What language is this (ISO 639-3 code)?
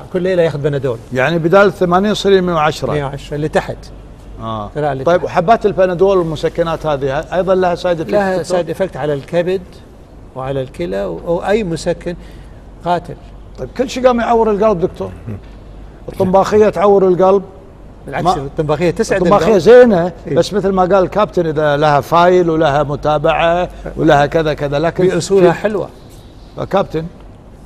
afb